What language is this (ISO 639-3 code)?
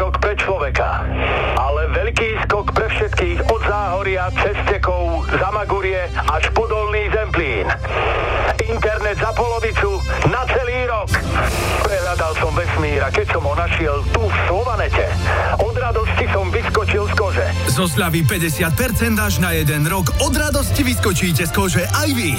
slk